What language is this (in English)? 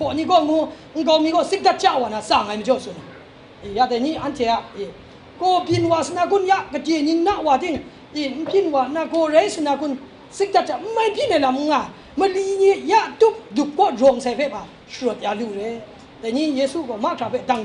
Kachin